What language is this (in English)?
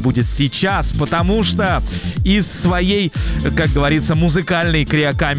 Russian